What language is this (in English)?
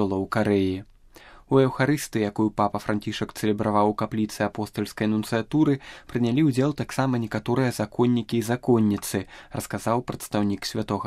Belarusian